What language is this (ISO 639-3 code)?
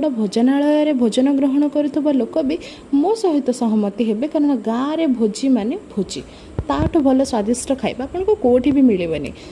ori